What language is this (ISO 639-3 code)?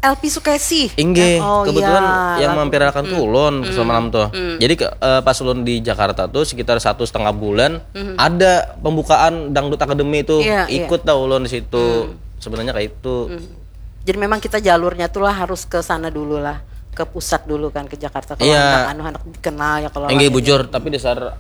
bjn